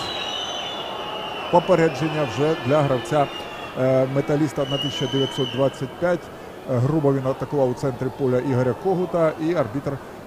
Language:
Ukrainian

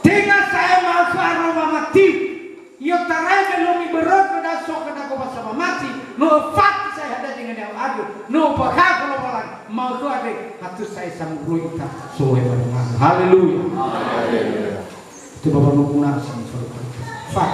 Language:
Nias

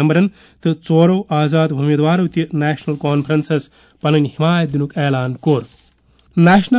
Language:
Kashmiri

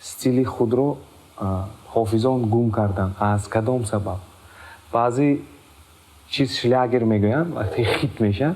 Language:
Tajik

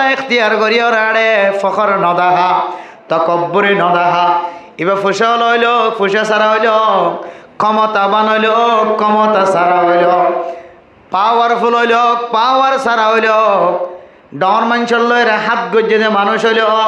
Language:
Rohingya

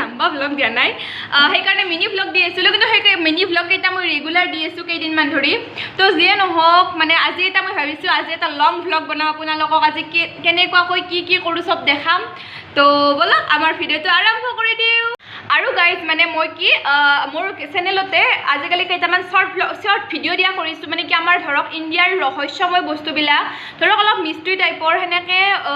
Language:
Assamese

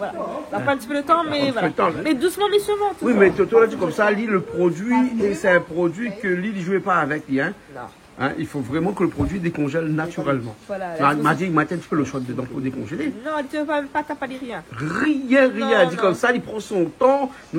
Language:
Réunion Creole French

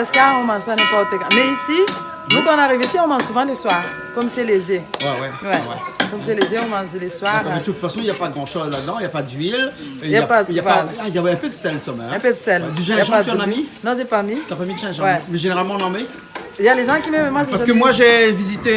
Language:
Réunion Creole French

